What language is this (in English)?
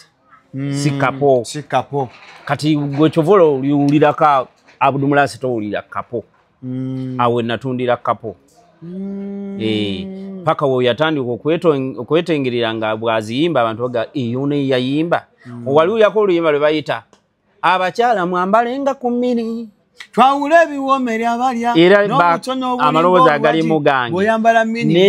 Ganda